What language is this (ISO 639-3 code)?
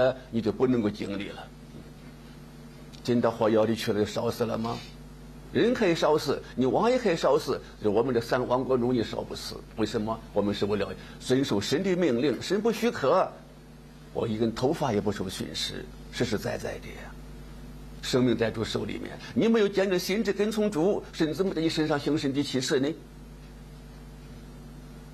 zho